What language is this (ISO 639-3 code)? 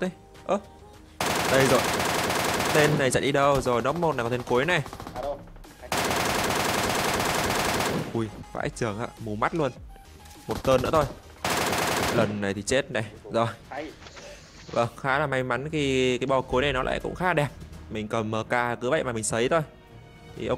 vie